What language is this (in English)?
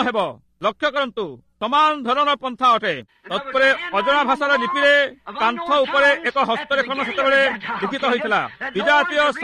Odia